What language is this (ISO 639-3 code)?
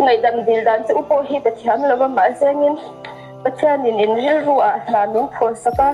lus